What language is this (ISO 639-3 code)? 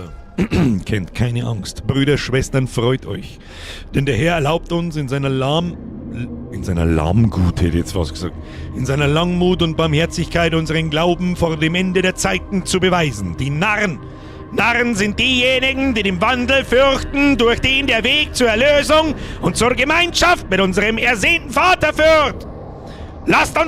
bar